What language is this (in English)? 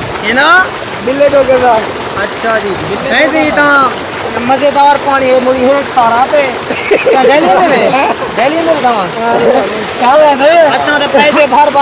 Saraiki